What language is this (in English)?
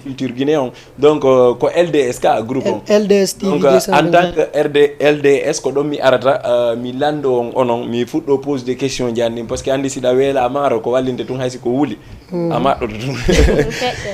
Fula